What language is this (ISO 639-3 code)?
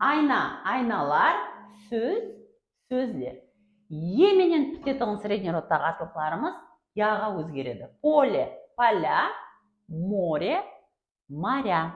kaa